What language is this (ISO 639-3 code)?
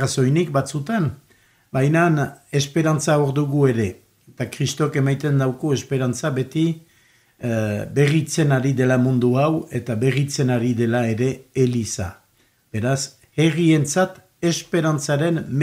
eus